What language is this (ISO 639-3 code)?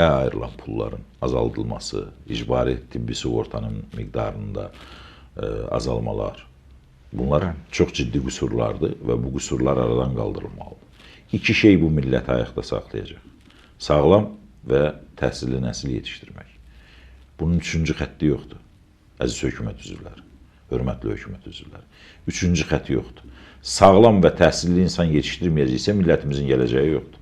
aze